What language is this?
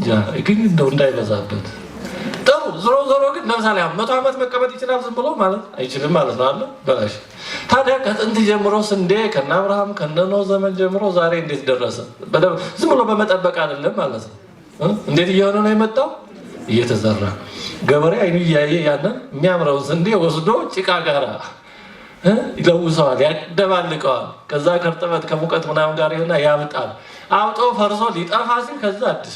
Amharic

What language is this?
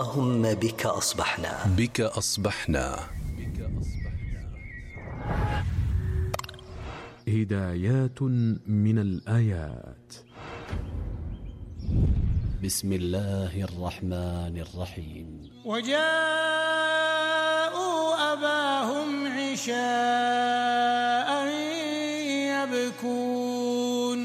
Arabic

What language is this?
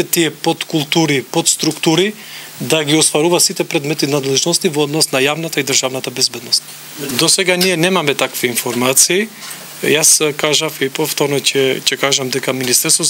Macedonian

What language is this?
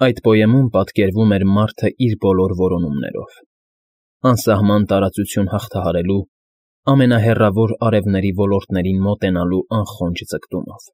Armenian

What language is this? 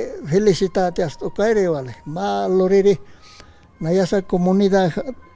Aymara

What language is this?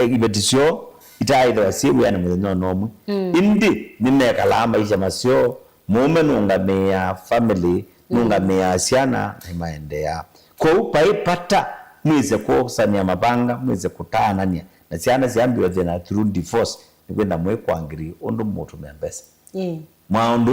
Kamba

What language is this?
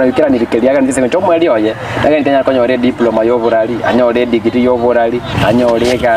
Gusii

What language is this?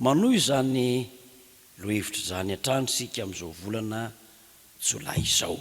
Malagasy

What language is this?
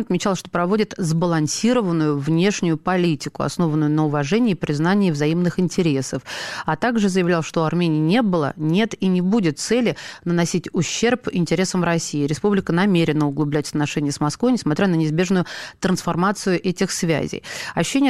Russian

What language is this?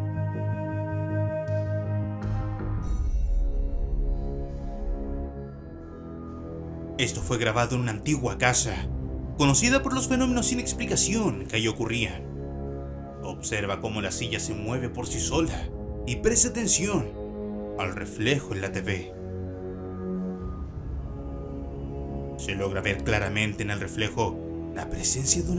Spanish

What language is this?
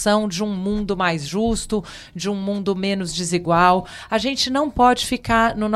Portuguese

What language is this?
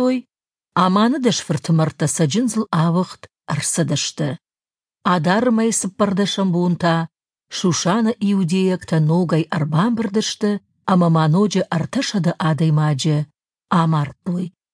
Ossetic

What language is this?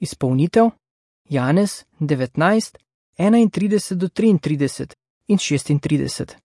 Slovenian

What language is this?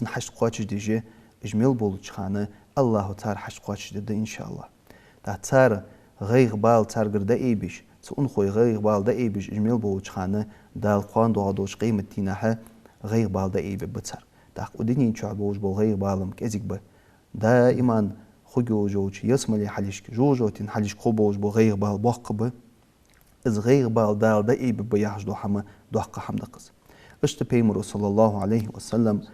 Ingush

